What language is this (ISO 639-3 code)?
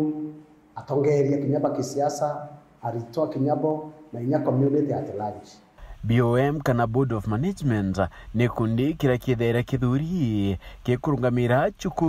mer